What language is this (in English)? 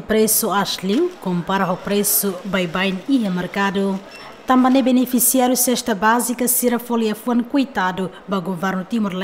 Tetum